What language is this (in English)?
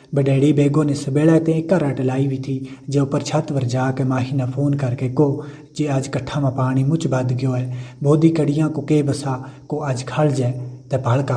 Gujari